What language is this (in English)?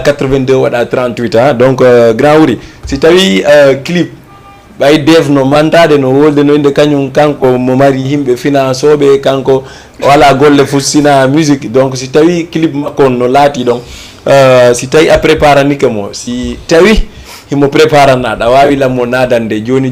Fula